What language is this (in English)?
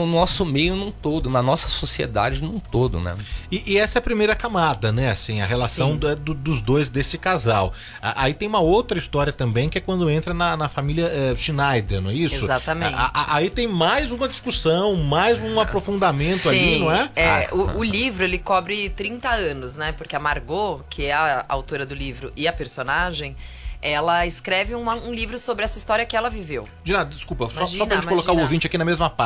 Portuguese